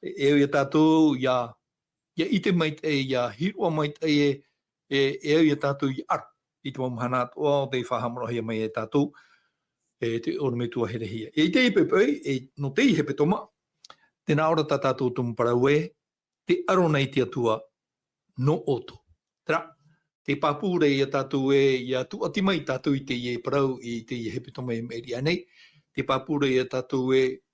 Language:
Tahitian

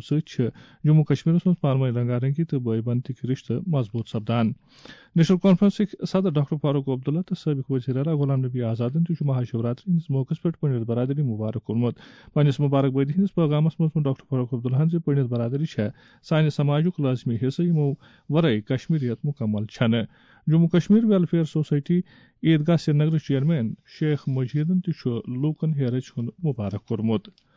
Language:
Kashmiri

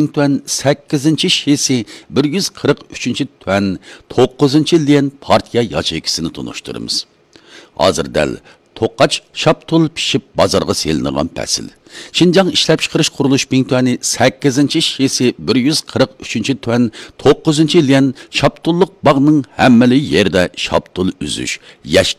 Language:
Uyghur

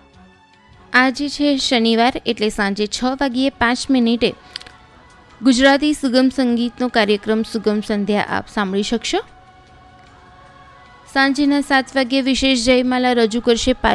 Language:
Gujarati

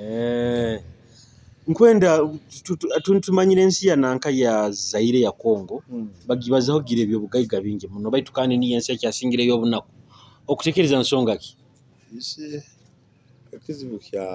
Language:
Nyoro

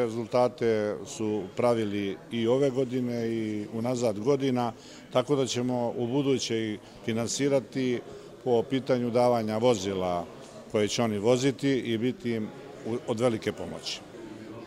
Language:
Serbian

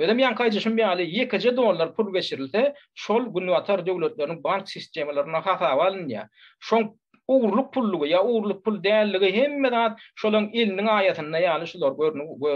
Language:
Turkmen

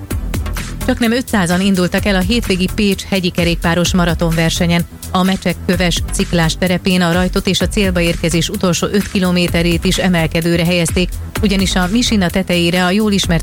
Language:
Hungarian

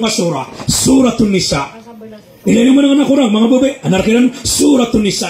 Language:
Maranao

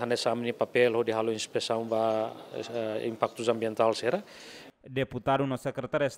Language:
Tetum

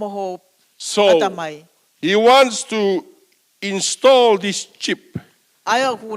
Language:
Tongan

